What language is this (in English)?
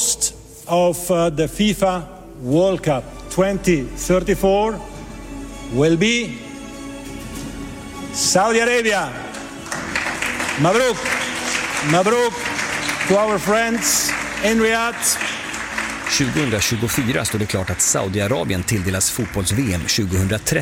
Swedish